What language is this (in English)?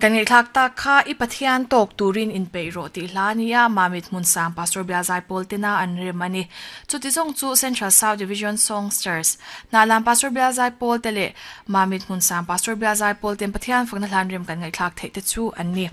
Mizo